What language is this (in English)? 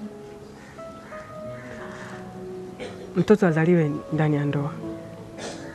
Swahili